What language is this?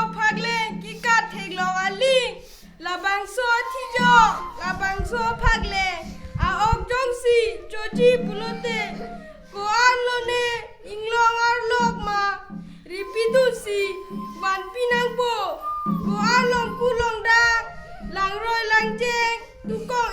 Karbi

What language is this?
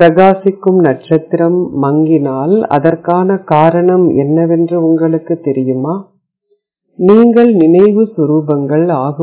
Tamil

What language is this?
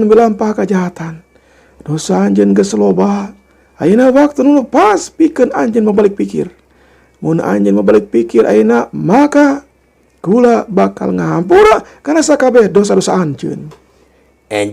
Sundanese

